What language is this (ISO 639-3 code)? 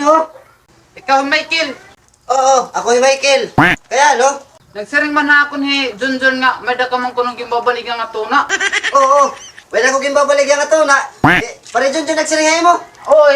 war